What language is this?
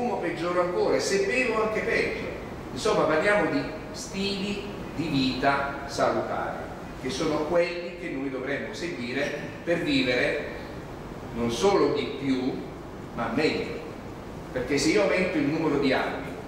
Italian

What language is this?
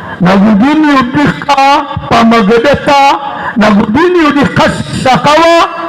Maranao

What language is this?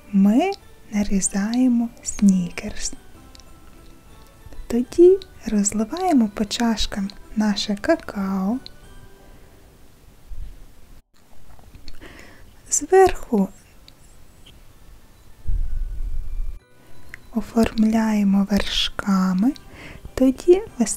Ukrainian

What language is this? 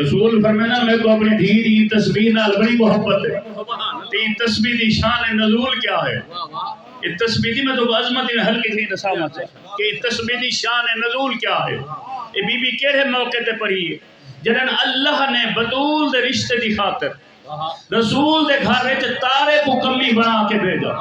Saraiki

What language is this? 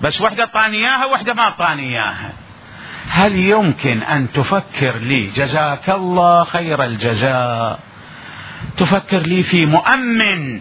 Mesopotamian Arabic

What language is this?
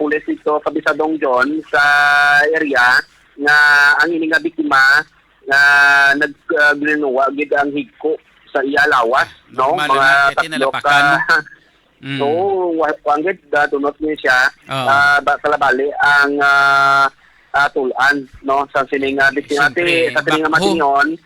Hiligaynon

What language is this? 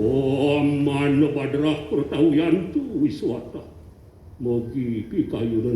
Balinese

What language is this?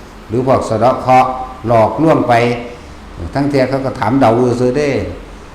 Lao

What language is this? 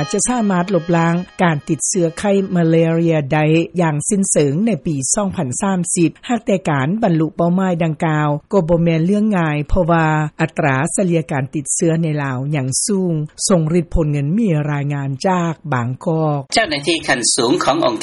Lao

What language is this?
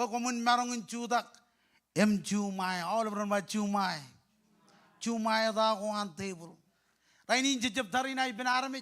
Marshallese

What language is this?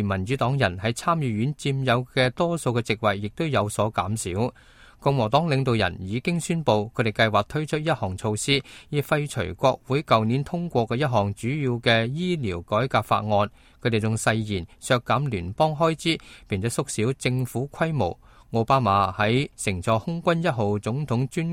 Cantonese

